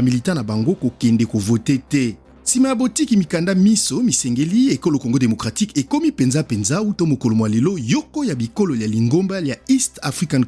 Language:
Lingala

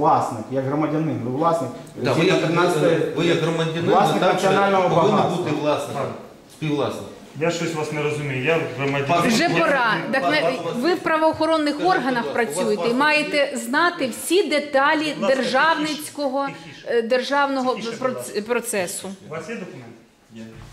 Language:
Ukrainian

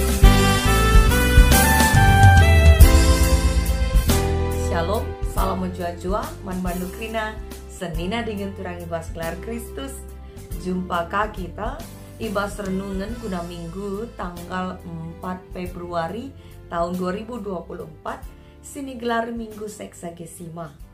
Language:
Batak Karo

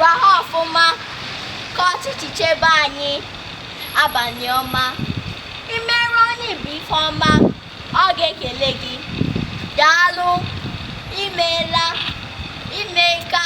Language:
Igbo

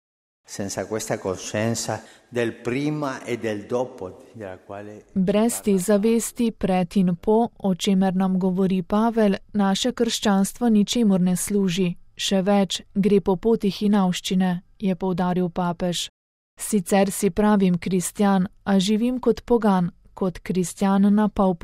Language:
Slovenian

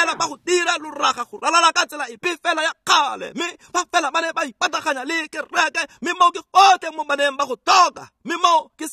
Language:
Tswana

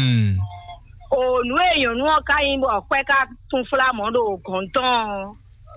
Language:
Fon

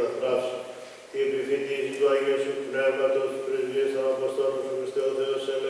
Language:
Greek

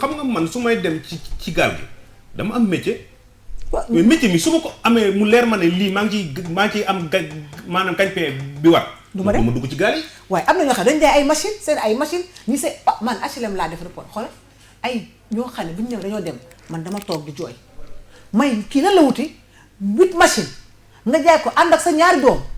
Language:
Wolof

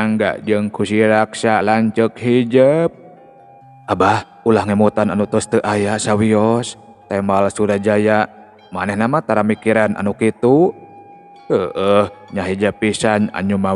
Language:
Sundanese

